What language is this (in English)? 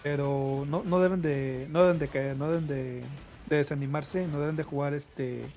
Spanish